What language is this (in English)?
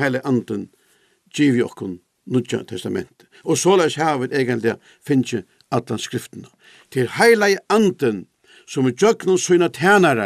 Faroese